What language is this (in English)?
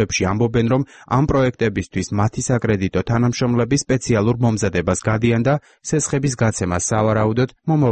Georgian